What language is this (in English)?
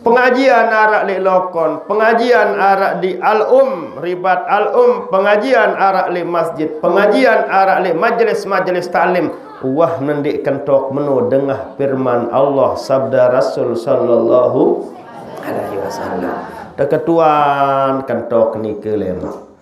Sasak